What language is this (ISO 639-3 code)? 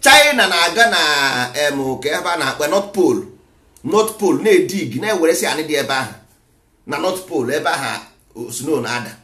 ibo